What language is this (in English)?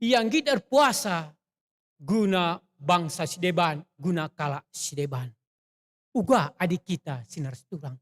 Batak Karo